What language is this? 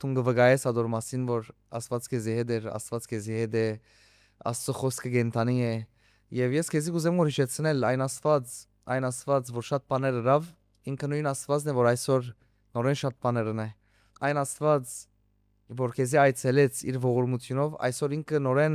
Western Armenian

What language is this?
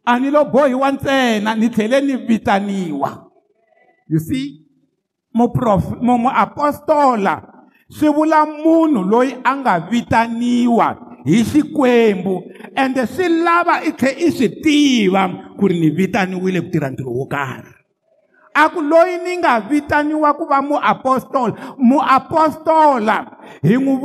Tsonga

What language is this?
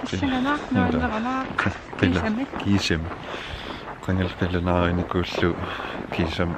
Kalaallisut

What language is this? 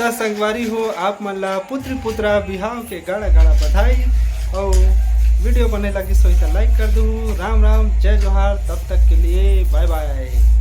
Chhattisgarhi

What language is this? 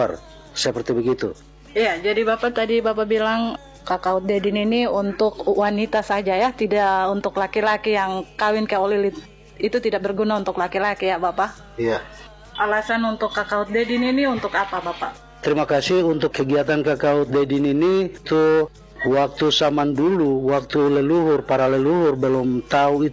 Indonesian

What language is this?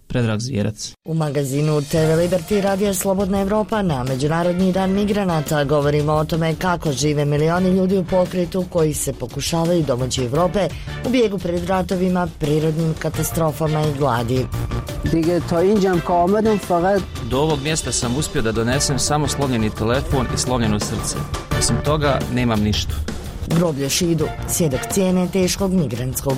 Bosnian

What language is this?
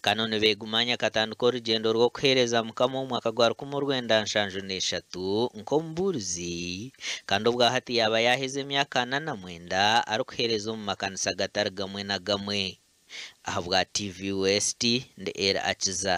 Nyankole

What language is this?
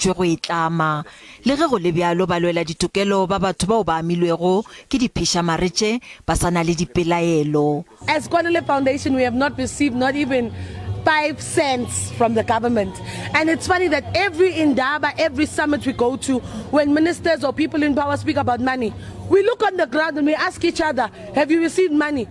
Northern Sotho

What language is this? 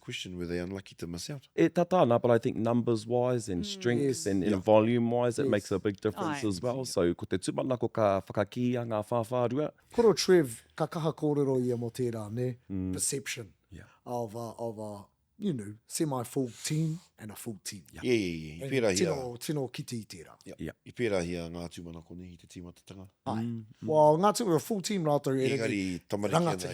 Māori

